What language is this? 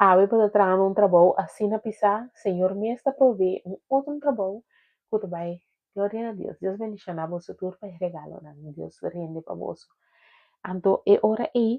Papiamento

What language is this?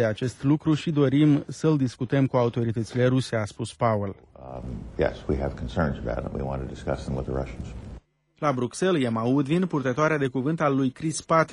Romanian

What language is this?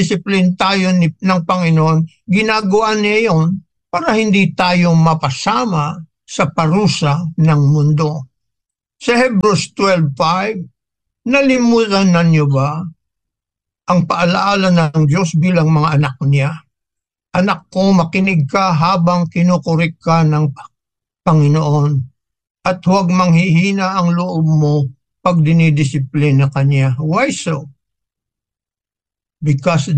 Filipino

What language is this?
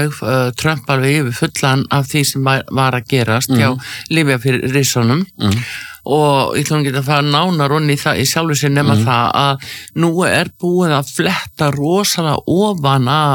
Icelandic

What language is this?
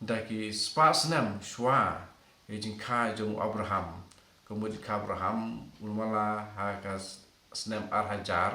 Khasi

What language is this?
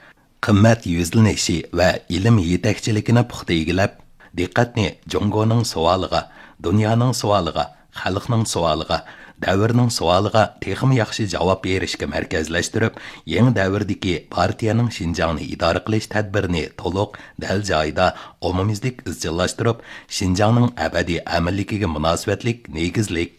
Uyghur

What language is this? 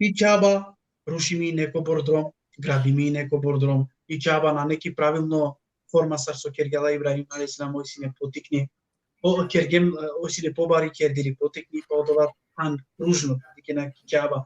Balkan Romani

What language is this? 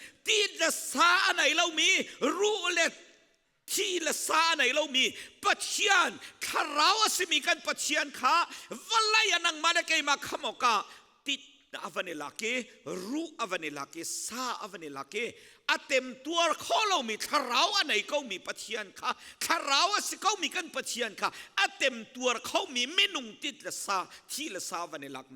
Hakha Chin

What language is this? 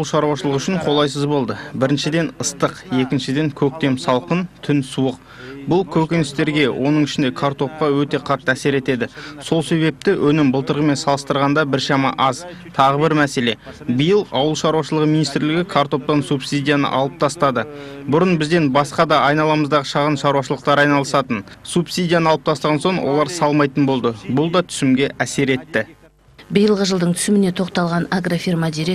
Kazakh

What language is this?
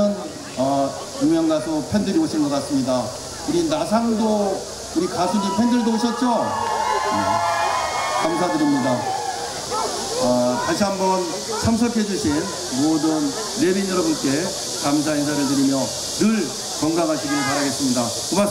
Korean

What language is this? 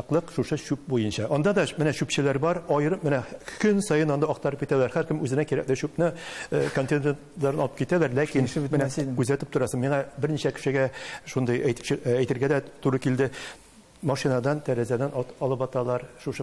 Tatar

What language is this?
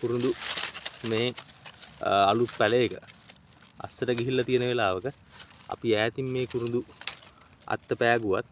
Sinhala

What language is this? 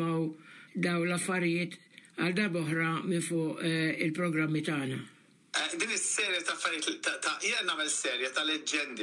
Maltese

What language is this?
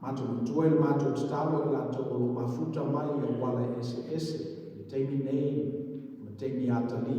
Samoan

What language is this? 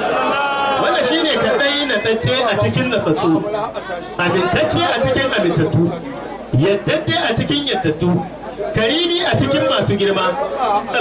Hausa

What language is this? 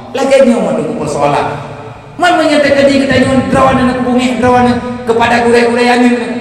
Achinese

